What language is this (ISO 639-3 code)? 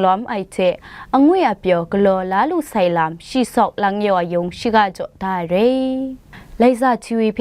kac